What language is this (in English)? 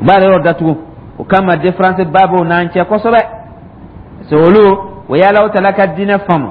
Dyula